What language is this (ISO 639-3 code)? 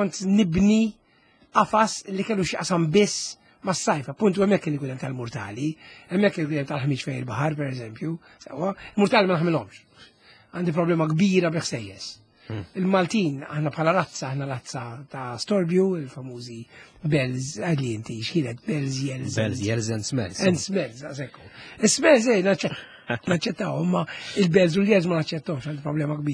mlt